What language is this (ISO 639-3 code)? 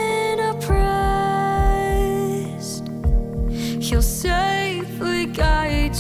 tah